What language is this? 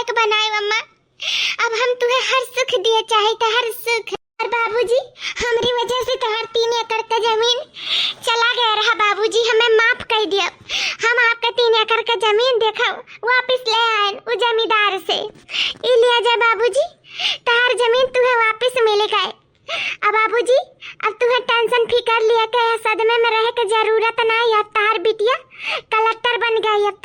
Awadhi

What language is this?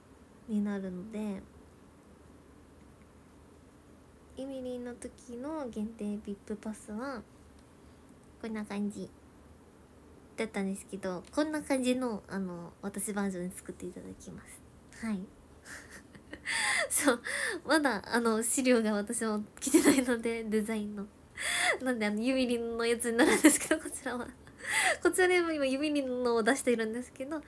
Japanese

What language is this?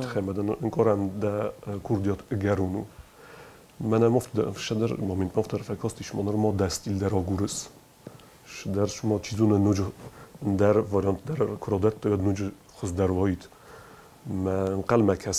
Ossetic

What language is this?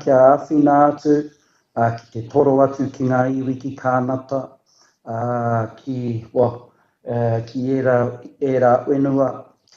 Māori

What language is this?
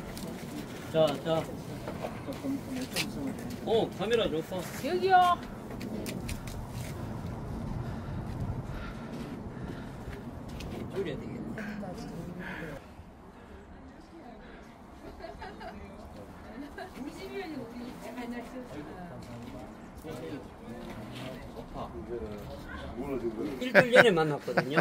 Korean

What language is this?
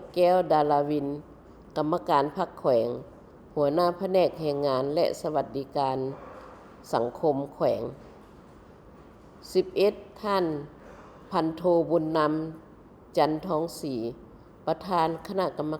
Lao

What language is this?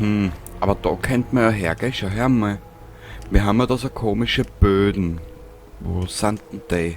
Bavarian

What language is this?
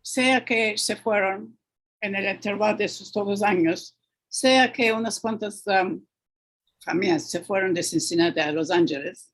Ladino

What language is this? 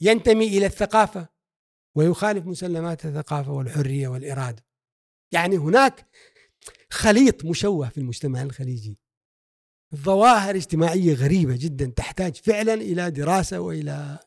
Gulf Arabic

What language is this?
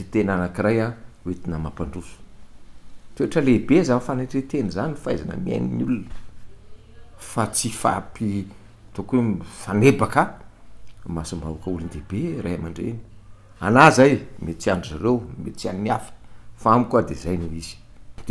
Malagasy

